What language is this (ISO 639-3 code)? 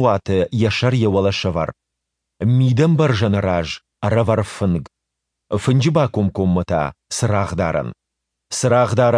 oss